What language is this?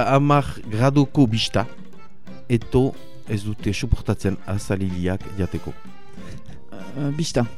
Basque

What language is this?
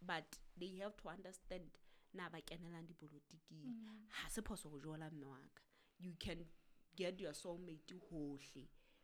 Southern Sotho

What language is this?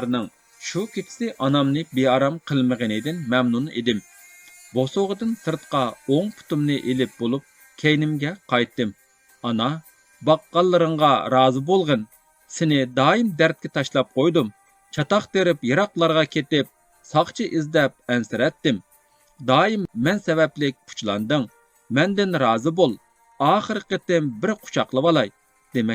Uyghur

